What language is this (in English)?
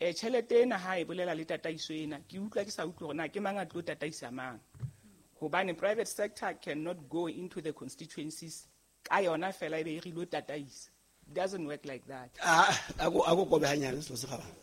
Southern Sotho